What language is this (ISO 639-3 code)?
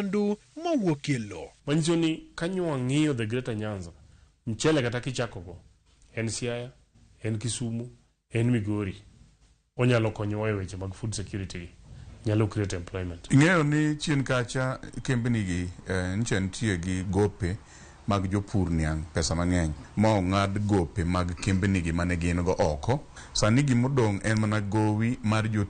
luo